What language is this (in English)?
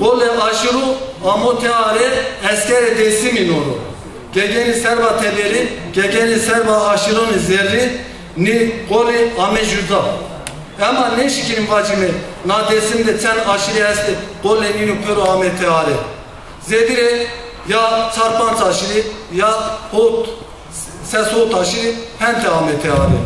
Zaza